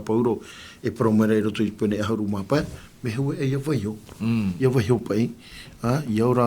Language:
Tahitian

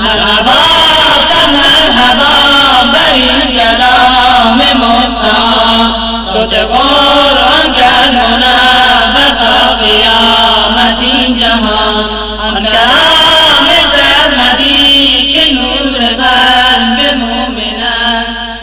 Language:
Persian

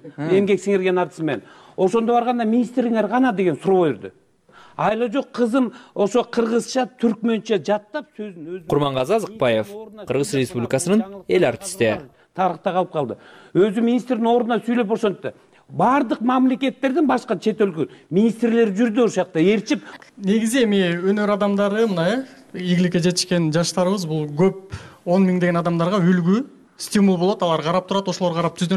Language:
Kyrgyz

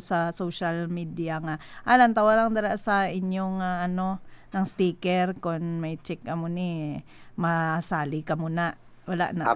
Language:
Hiligaynon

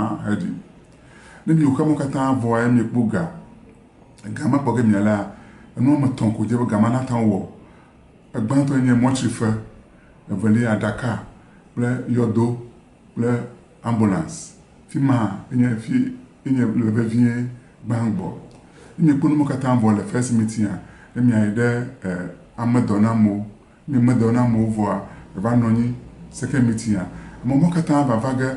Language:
Ewe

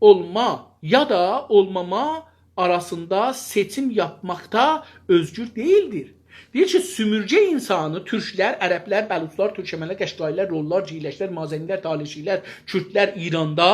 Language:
South Azerbaijani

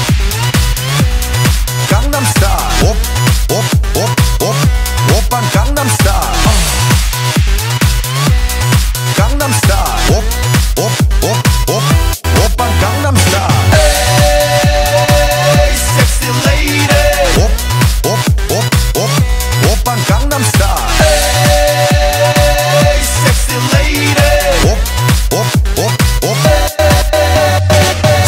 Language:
Korean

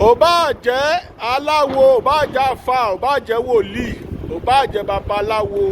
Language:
Yoruba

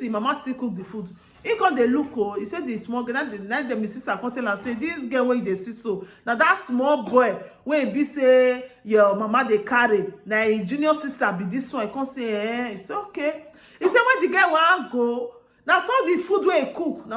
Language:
Nigerian Pidgin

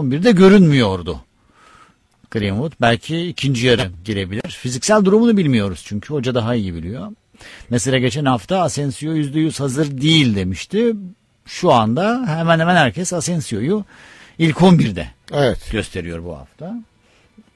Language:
Turkish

